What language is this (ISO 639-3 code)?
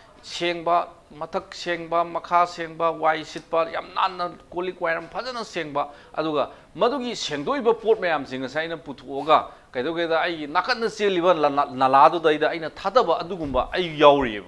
mni